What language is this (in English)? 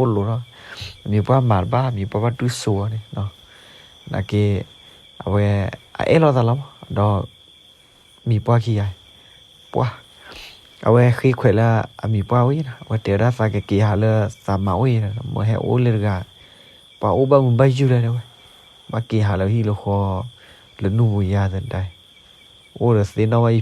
S'gaw Karen